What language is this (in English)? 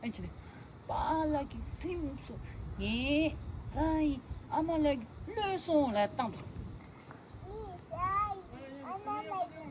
Tibetan